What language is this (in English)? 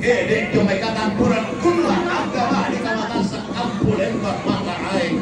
Toraja-Sa'dan